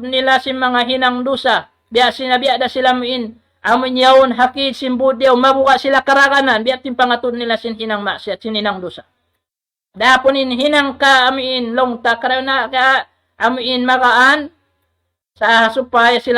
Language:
Tausug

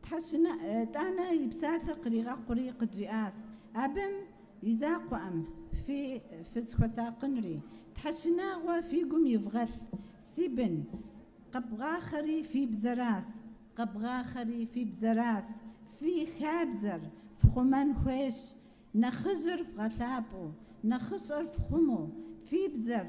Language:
Kabardian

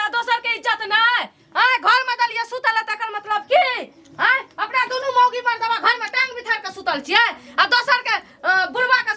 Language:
Maithili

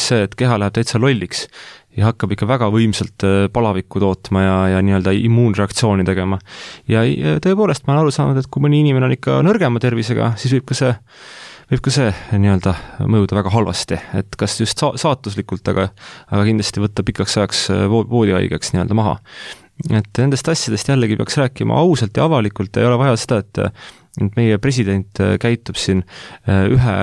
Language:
Estonian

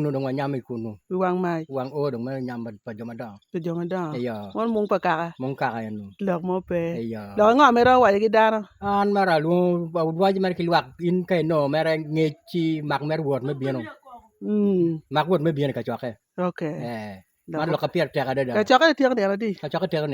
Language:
Acoli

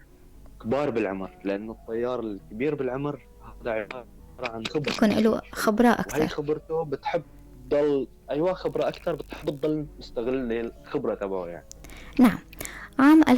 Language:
North Levantine Arabic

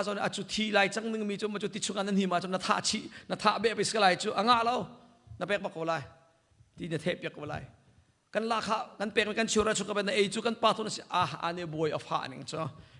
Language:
Hakha Chin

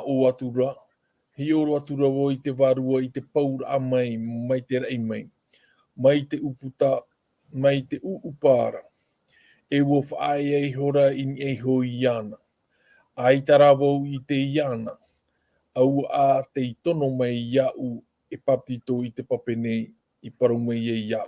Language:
Tahitian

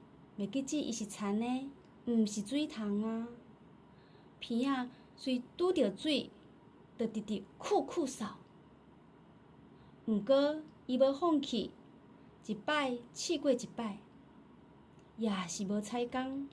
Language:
Min Nan Chinese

